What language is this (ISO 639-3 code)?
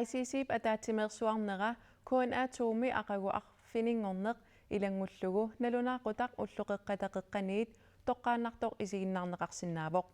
kal